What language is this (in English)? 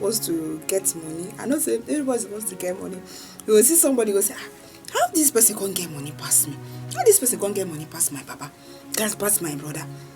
Nigerian Pidgin